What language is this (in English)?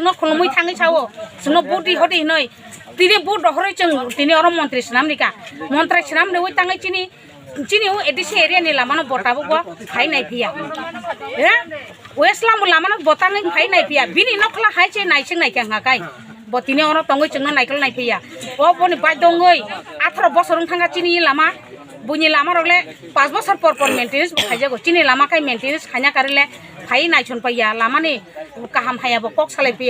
Kok Borok